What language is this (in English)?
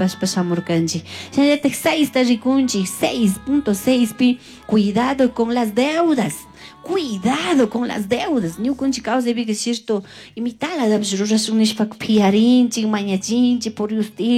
Chimborazo Highland Quichua